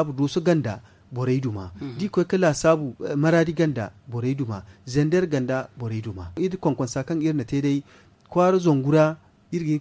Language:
Zarma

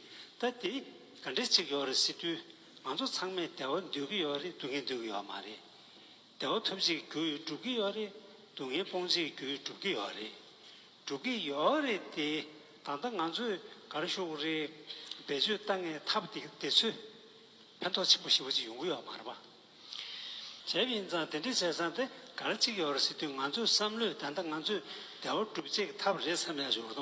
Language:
Tibetan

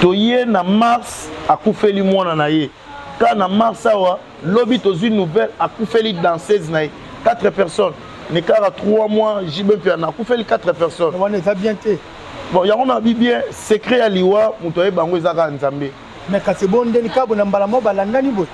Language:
Lingala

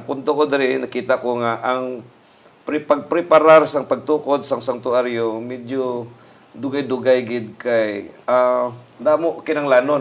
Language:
Hiligaynon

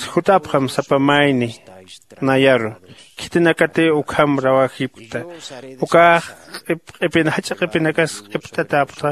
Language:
Aymara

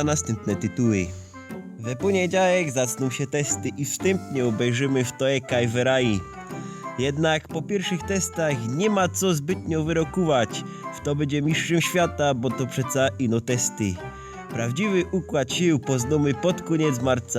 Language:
Silesian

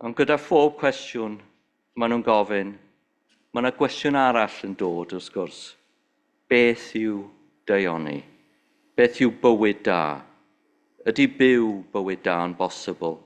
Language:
Welsh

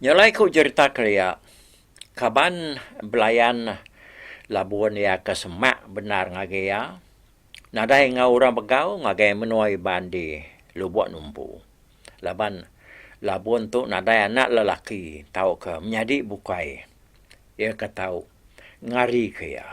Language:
Iban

